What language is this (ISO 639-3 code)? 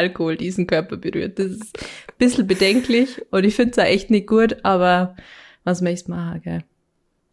bar